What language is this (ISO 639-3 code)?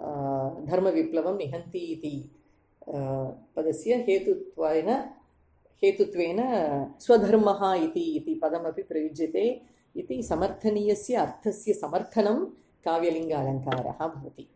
san